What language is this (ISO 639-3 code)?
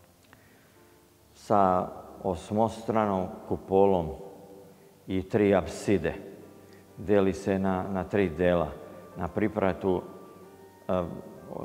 srp